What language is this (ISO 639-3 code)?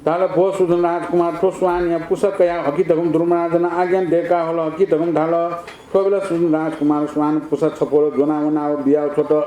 new